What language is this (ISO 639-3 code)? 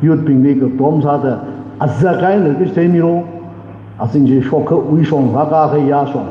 nmf